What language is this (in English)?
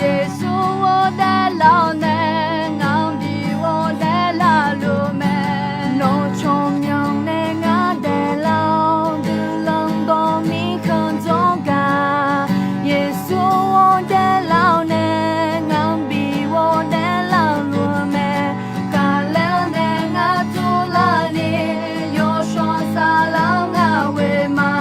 Akha